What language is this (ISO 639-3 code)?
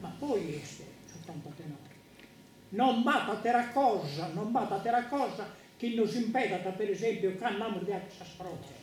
srd